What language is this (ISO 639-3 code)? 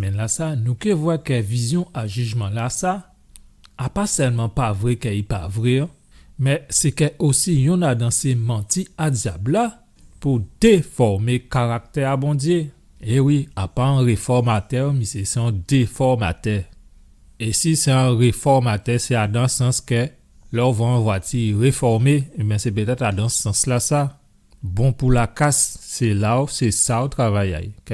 gcf